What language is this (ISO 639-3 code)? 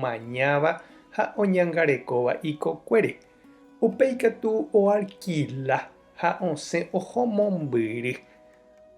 grn